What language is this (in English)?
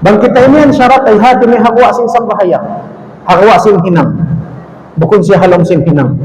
Tausug